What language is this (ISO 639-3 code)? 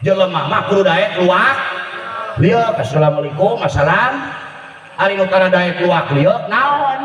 sun